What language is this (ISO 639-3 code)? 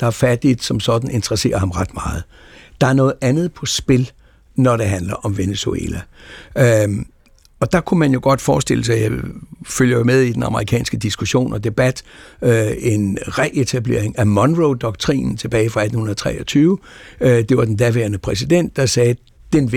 dan